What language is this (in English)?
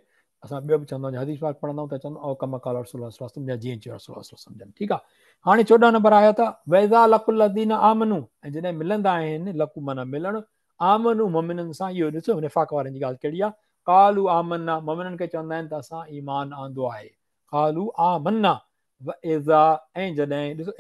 Sindhi